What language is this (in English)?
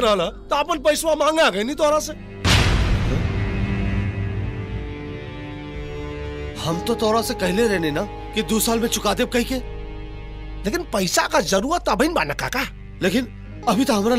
Bhojpuri